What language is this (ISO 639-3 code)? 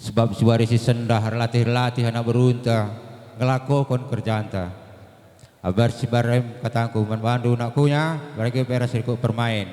btx